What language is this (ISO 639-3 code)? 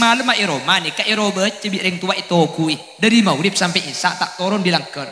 mad